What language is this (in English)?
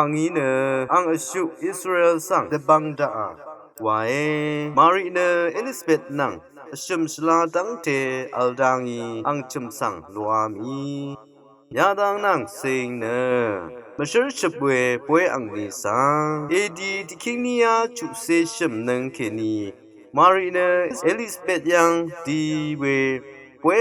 Rawang